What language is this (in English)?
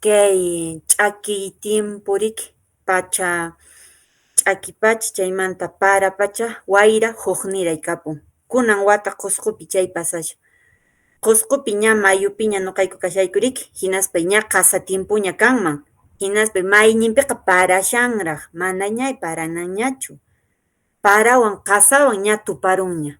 Quechua